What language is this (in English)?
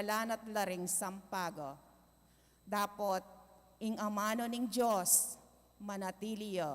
Pampanga